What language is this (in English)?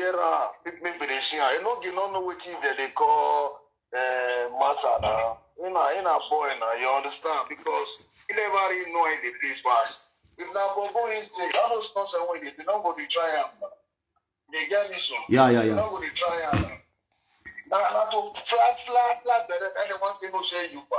Nigerian Pidgin